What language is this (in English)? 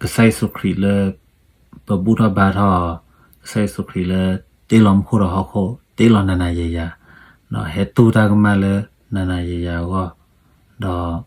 S'gaw Karen